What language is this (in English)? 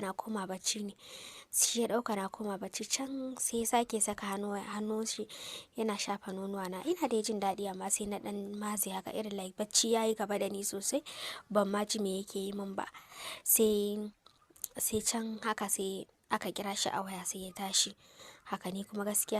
Hausa